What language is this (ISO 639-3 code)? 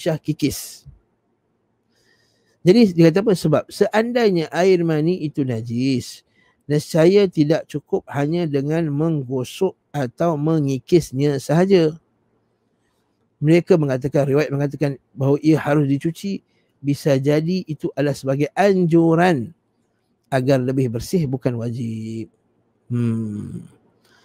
msa